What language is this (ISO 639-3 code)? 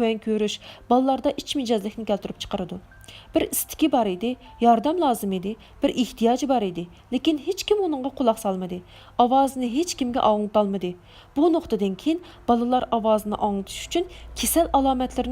uig